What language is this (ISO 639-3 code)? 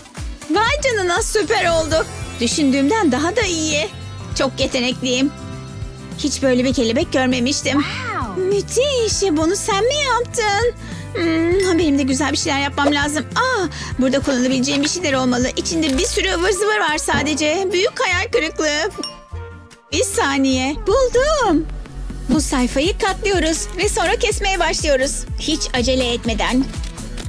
tur